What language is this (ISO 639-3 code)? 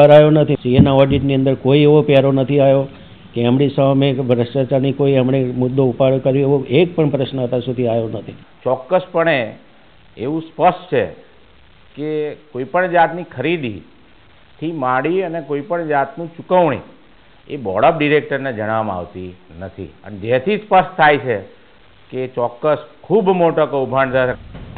guj